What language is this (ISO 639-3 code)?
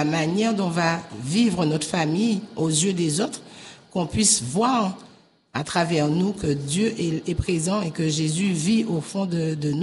fra